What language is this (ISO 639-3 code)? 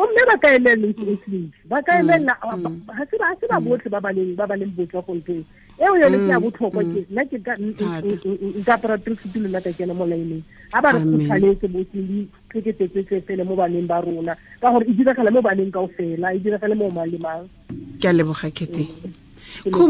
tsn